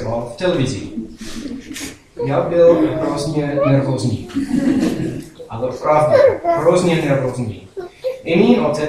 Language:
Czech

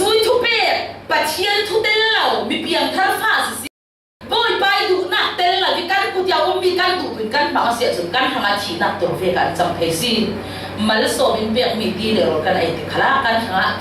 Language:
Falam Chin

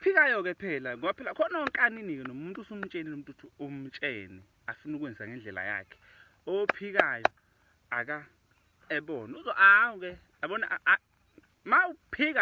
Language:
Zulu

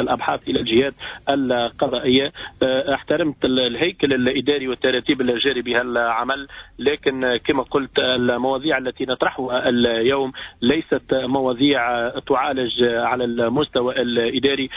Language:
Tunisian Arabic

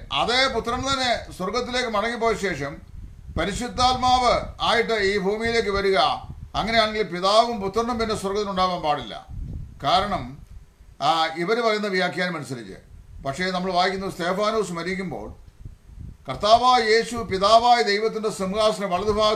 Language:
Malayalam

